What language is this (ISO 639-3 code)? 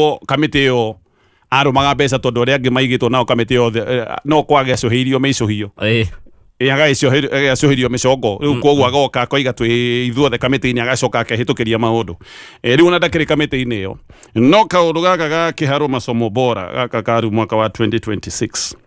kik